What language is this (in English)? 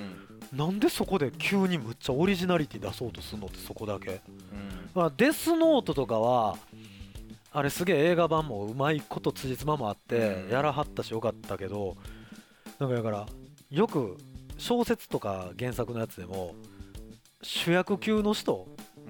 Japanese